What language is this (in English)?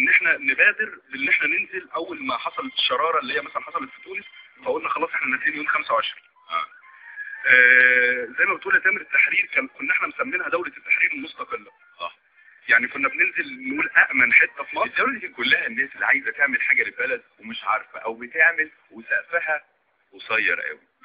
Egyptian Arabic